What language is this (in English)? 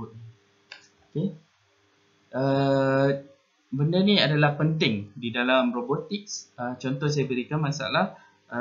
Malay